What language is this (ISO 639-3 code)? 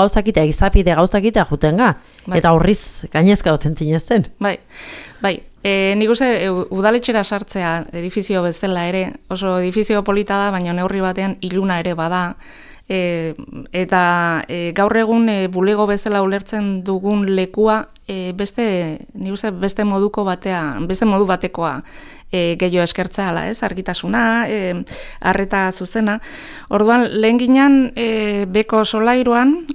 eus